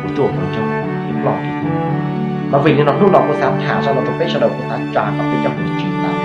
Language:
Hmong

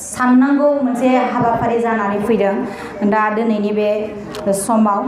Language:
Bodo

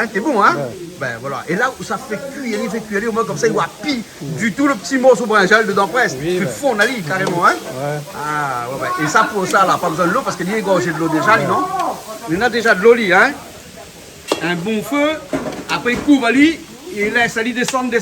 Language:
Réunion Creole French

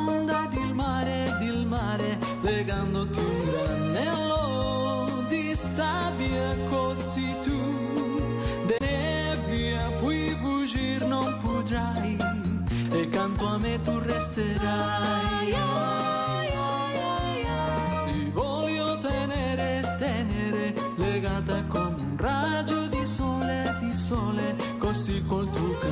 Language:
Catalan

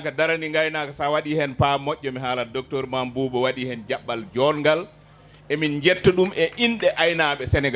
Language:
Fula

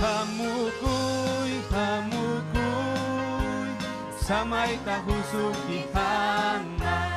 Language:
Ayacucho Quechua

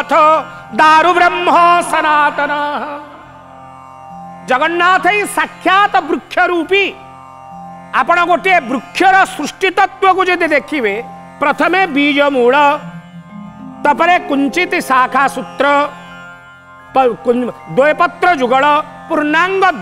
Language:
Odia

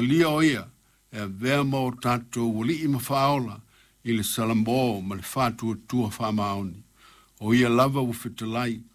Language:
Samoan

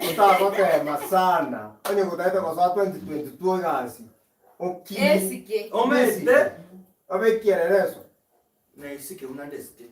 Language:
Gusii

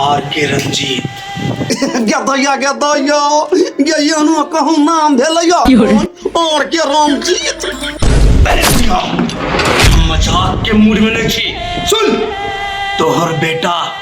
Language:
Maithili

